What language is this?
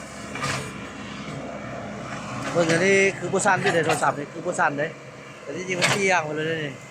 Lao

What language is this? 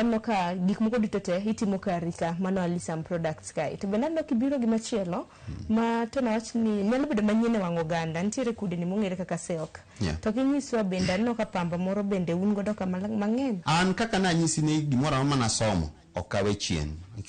Luo (Kenya and Tanzania)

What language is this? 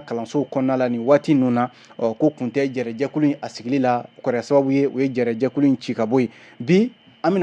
Bambara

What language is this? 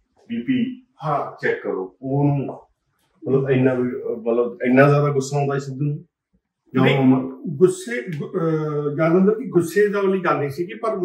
Punjabi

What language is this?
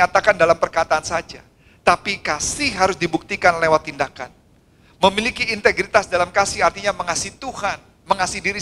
Indonesian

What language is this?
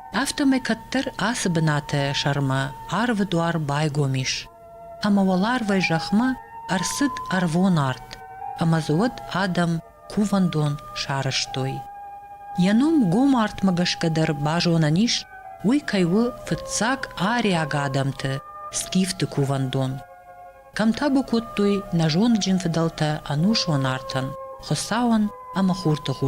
Ossetic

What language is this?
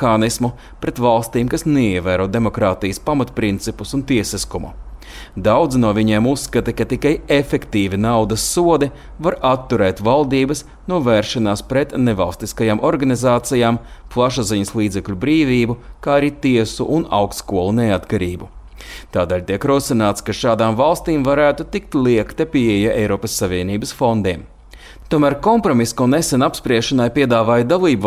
Latvian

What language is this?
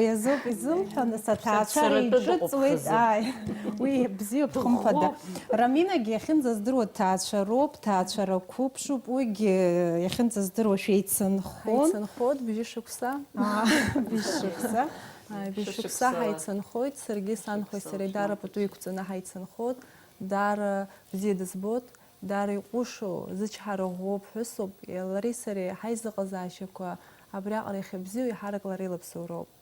Abkhazian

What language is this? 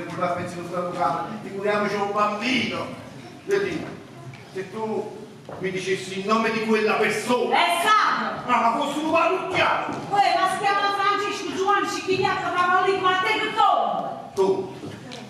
Neapolitan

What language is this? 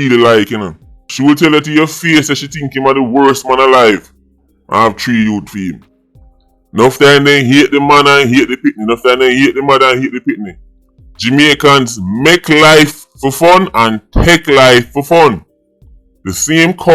Jamaican Creole English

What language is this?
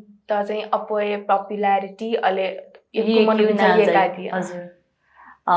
Newari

